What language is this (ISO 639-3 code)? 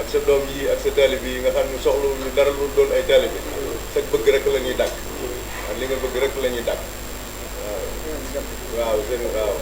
wol